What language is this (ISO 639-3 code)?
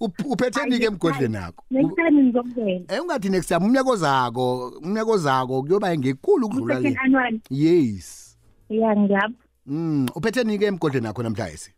nbl